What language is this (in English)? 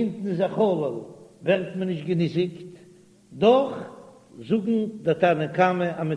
Yiddish